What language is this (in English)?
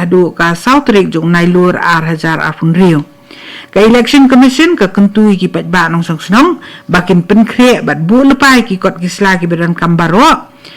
Khasi